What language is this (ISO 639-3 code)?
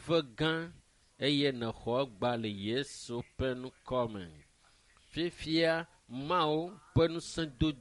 ewe